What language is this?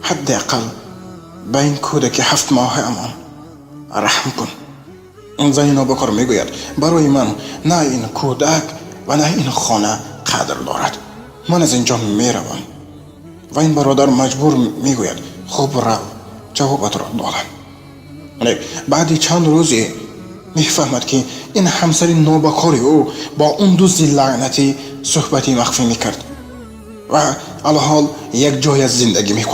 Tajik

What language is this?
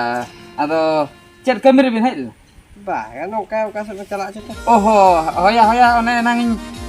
Santali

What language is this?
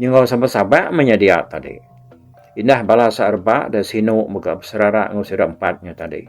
Iban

